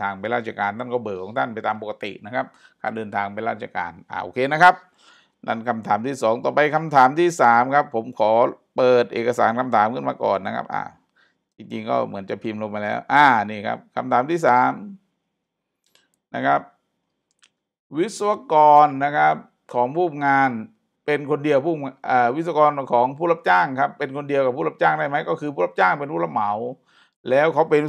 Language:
Thai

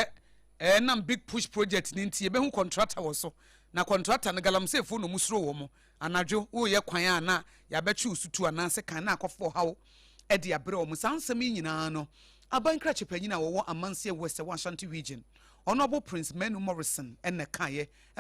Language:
Akan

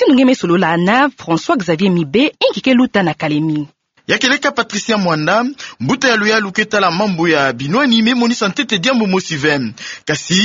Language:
Kituba (Democratic Republic of Congo)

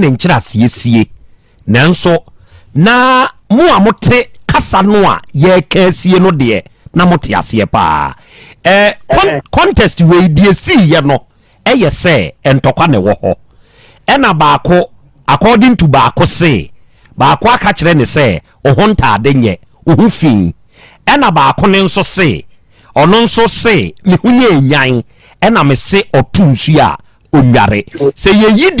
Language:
Akan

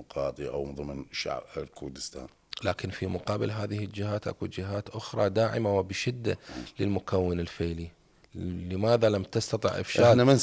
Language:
Mesopotamian Arabic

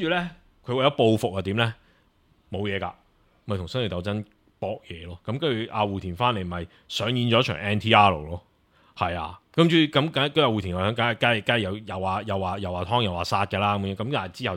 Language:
Cantonese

